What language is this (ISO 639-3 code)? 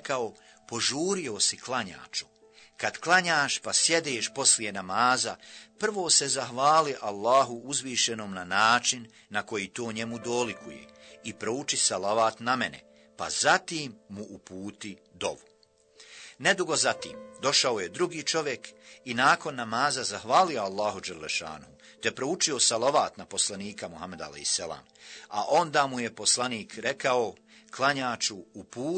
bos